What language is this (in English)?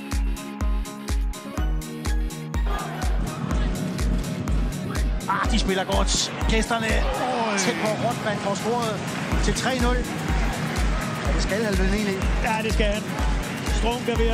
Danish